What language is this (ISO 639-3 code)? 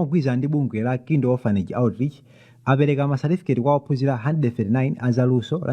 nya